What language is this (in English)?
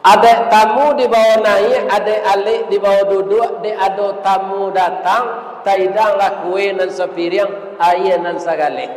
Minangkabau